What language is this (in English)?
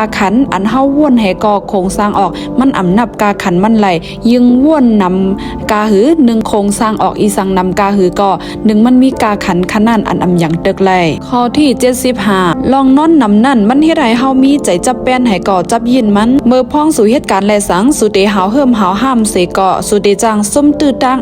Shan